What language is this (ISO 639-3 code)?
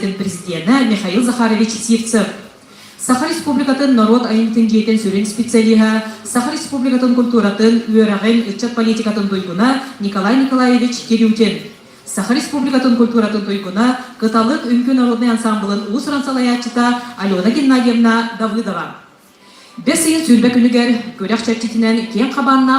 sah